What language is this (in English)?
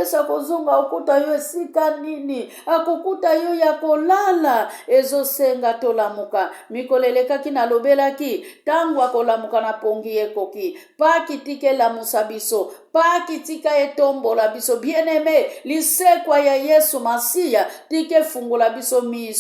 Lingala